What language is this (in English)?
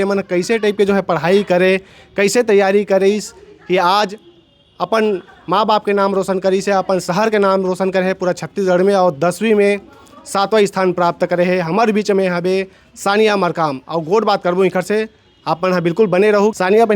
Chhattisgarhi